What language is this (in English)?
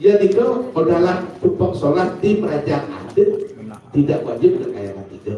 Balinese